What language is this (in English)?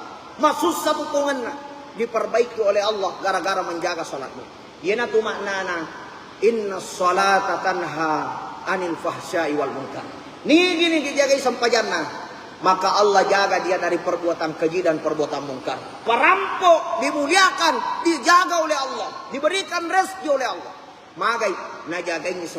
Buginese